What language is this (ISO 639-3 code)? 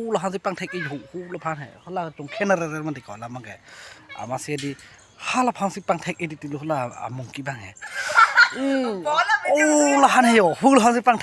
mjw